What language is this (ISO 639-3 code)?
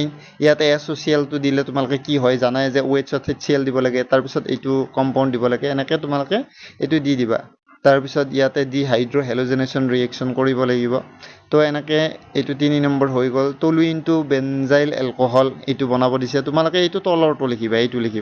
asm